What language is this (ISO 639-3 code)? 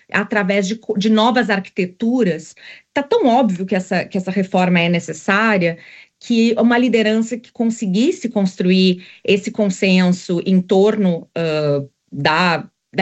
por